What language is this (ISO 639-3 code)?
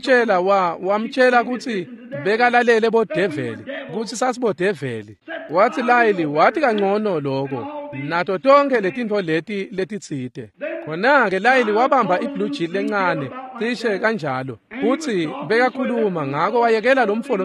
ssw